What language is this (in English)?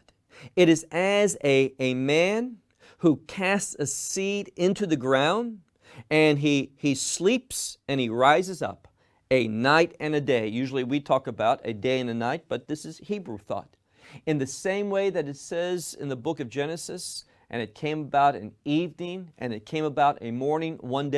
English